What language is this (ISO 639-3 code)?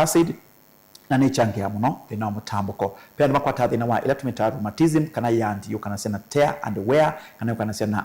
kam